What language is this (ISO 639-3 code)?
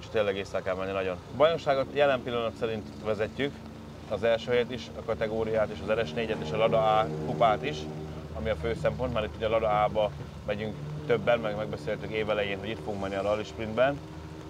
hun